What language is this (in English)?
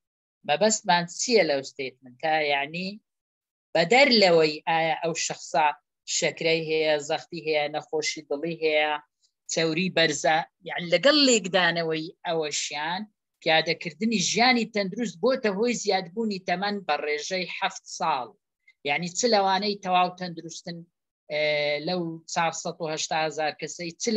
Central Kurdish